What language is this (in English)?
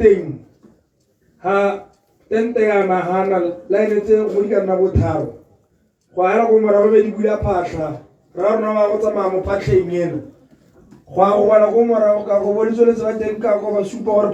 Tswana